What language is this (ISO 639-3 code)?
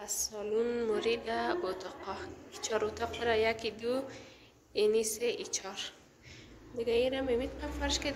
fas